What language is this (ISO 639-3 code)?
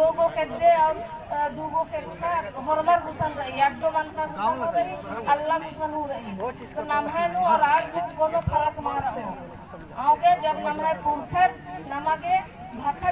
kru